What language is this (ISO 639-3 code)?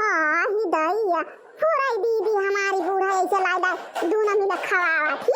awa